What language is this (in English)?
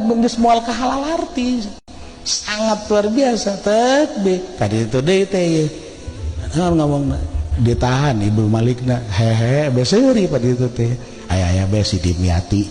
Sundanese